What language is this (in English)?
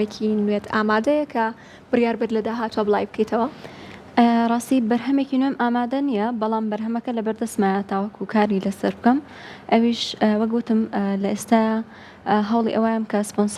Central Kurdish